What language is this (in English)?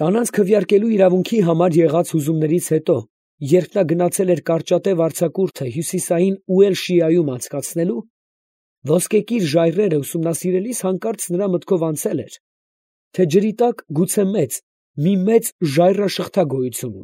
Armenian